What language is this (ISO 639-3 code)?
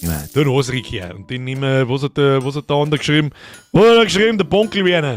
bar